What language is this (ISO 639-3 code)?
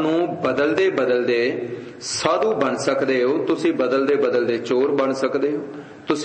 pan